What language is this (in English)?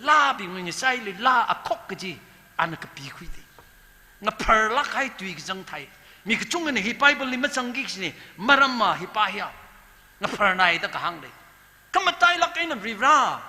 Tangkhul Naga (India)